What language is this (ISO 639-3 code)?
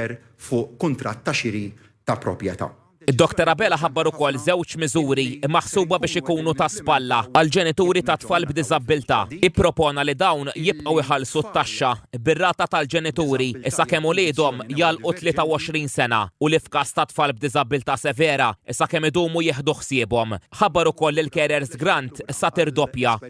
mlt